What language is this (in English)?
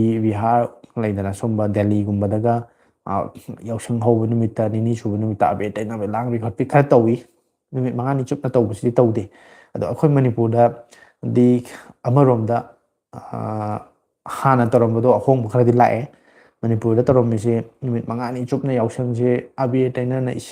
Manipuri